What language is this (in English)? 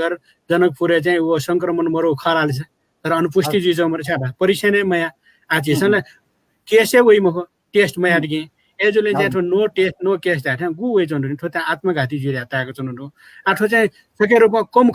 Newari